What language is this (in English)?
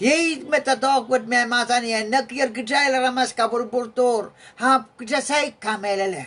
Pohnpeian